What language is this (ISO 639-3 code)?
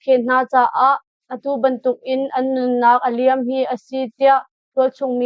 cnh